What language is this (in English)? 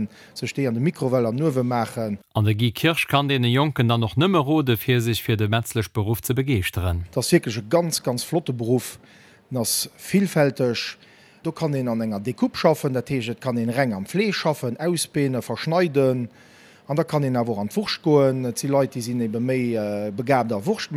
Luxembourgish